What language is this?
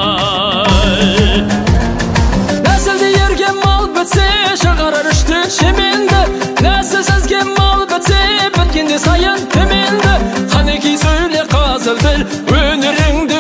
Kazakh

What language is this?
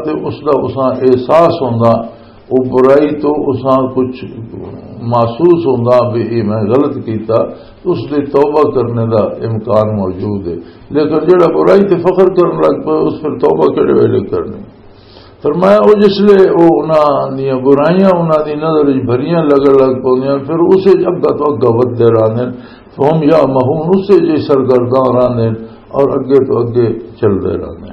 Western Panjabi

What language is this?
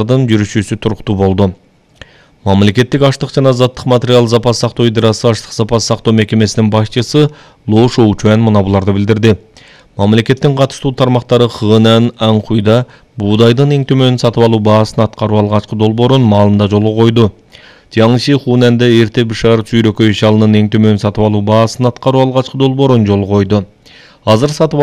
Kyrgyz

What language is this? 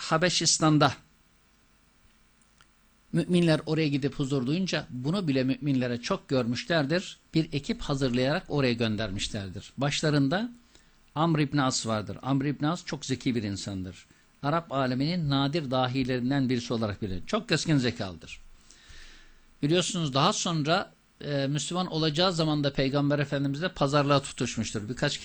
Turkish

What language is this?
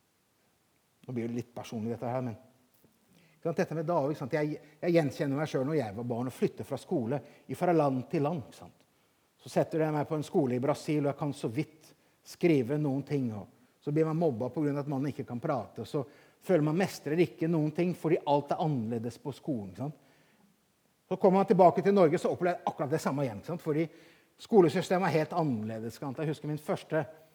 Norwegian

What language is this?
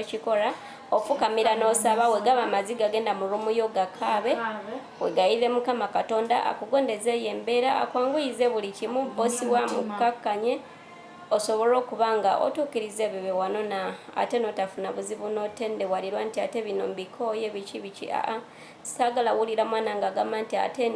Ganda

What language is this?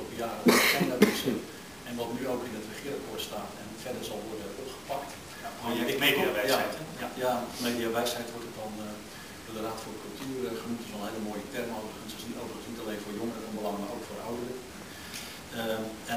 Dutch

